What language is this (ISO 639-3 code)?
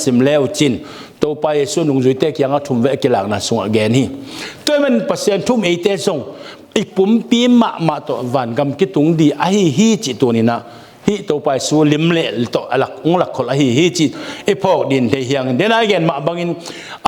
ctd